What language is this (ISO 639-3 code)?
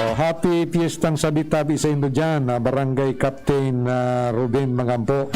bik